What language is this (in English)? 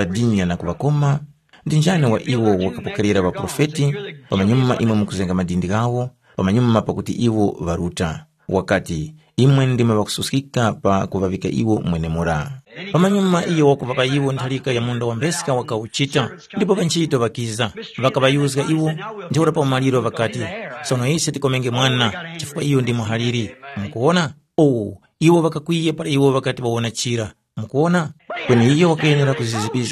Tumbuka